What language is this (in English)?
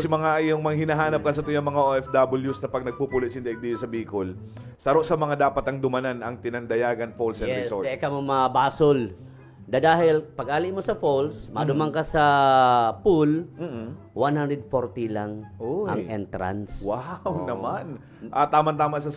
Bikol